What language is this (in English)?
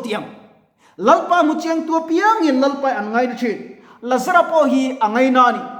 Mizo